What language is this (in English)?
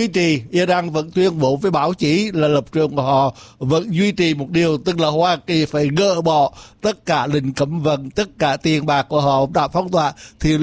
Vietnamese